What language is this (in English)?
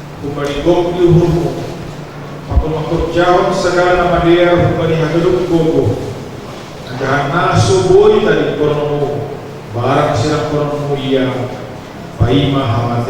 Batak Simalungun